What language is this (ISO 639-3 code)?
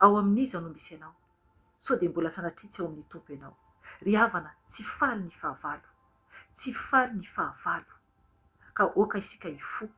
mlg